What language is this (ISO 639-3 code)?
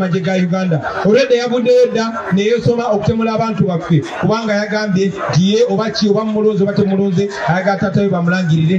lug